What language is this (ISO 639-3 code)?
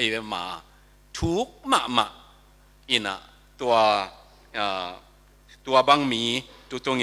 ctd